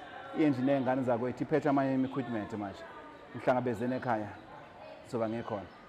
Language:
Zulu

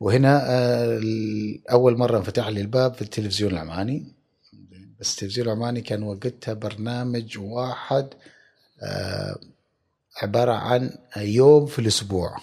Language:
Gulf Arabic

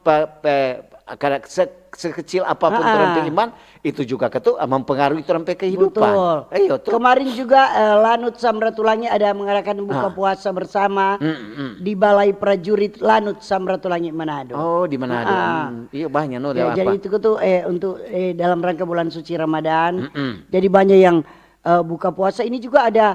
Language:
Manado Malay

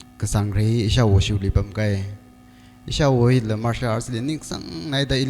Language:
Tangkhul Naga (India)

